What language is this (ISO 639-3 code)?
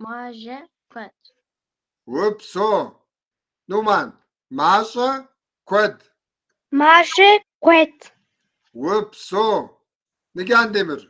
kbd